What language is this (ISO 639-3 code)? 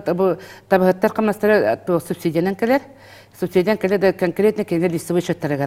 sah